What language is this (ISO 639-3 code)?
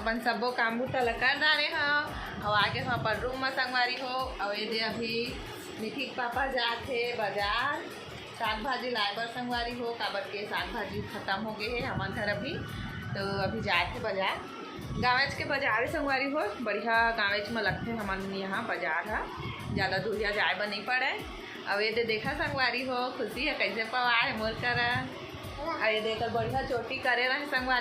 hne